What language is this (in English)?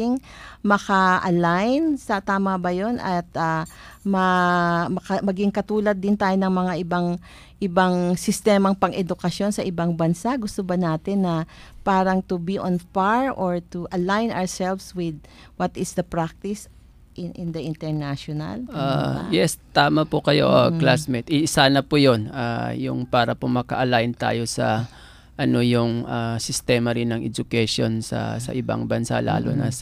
Filipino